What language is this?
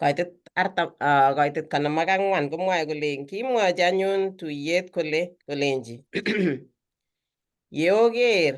Kalenjin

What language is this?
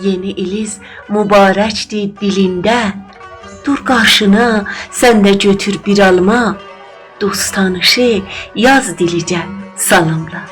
South Azerbaijani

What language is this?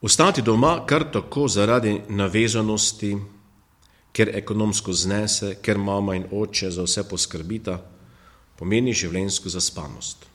Slovenian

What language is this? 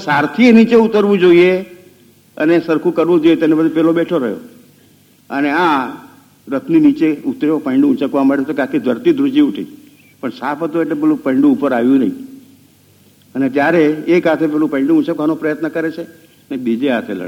Gujarati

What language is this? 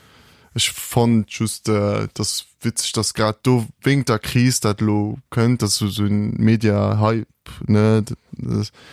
Luxembourgish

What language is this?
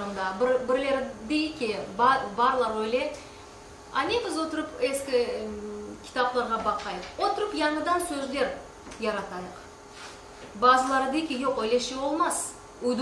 Crimean Tatar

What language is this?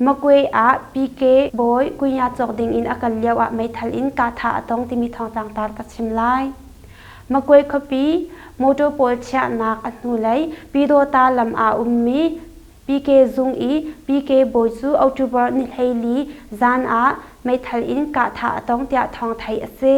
Hakha Chin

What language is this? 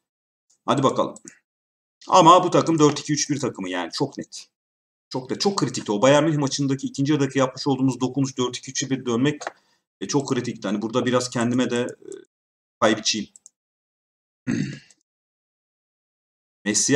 Turkish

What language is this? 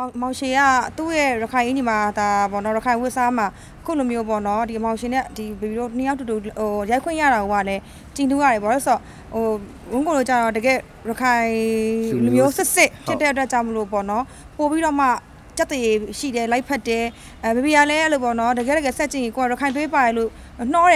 Burmese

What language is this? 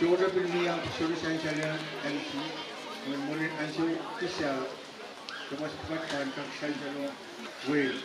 Pohnpeian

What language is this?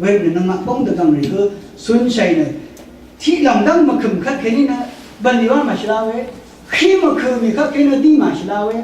Rawang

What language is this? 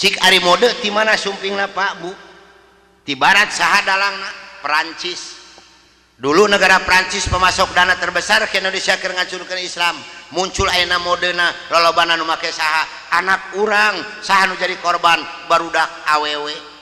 Sundanese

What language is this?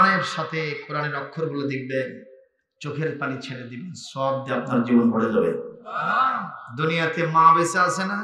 Bangla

